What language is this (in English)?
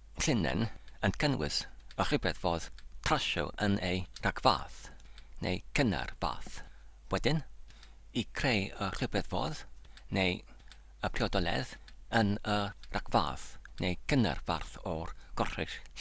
Welsh